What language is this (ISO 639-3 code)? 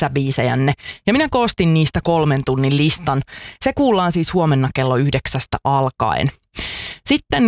fin